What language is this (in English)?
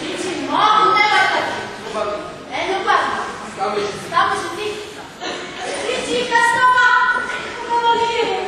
Neapolitan